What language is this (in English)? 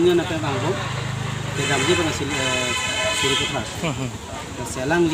Karbi